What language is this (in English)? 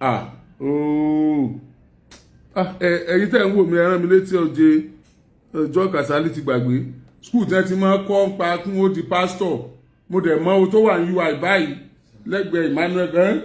Yoruba